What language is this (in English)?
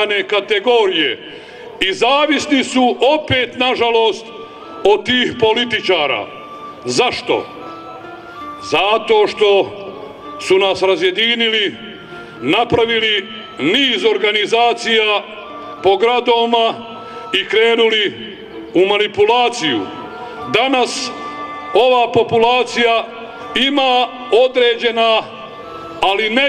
Bosnian